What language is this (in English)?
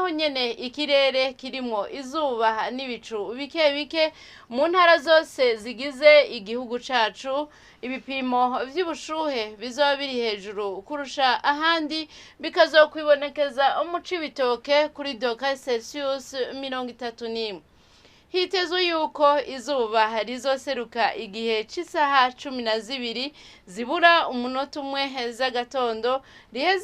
Rundi